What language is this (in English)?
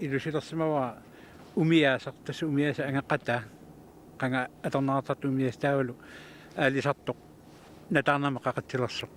Kalaallisut